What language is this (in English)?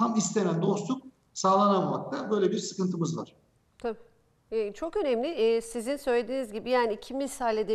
Turkish